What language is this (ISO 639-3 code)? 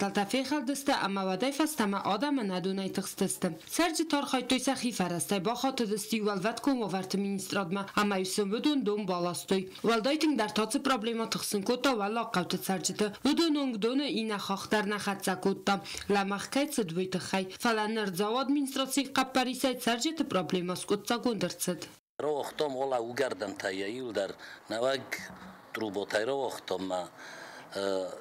oss